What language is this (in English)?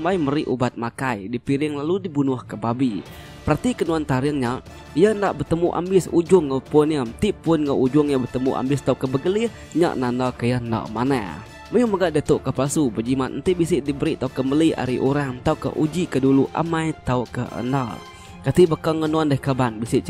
Iban